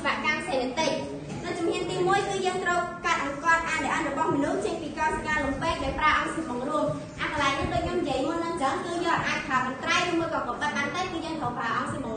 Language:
Khmer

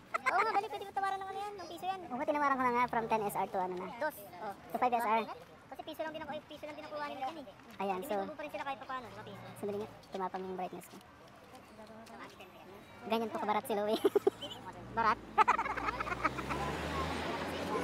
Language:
Filipino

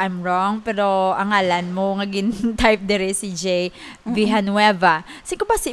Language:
Hiligaynon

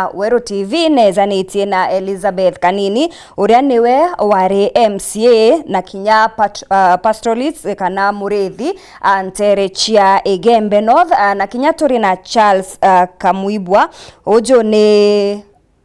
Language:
Meru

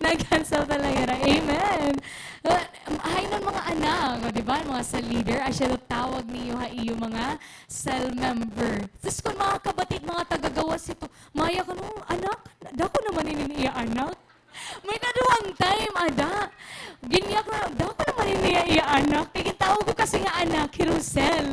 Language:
Waray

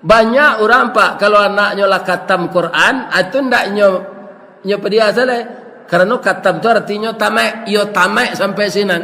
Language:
Minangkabau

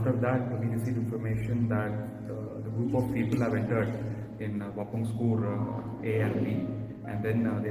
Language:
Khasi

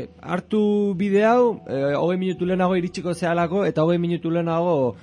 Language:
Basque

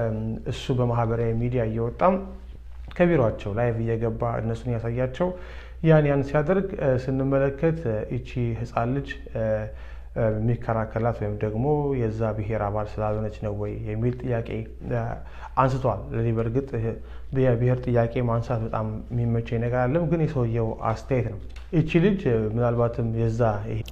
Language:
Amharic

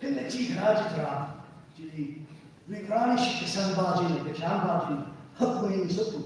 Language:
Tangkhul Naga (India)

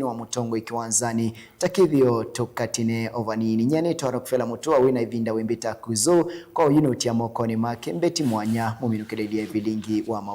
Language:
Kamba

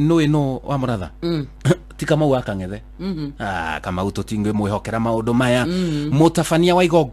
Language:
Kikuyu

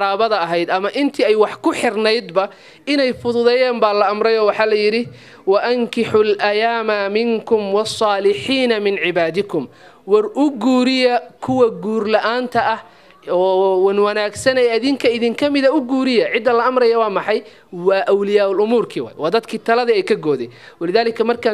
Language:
Somali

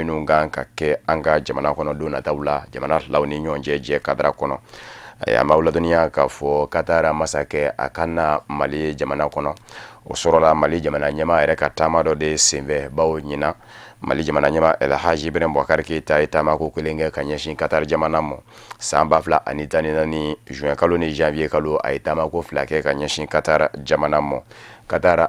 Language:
Bambara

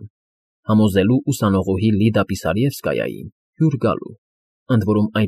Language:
Armenian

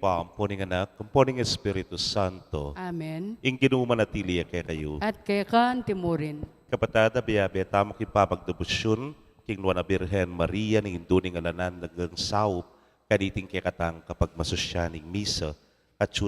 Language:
Pampanga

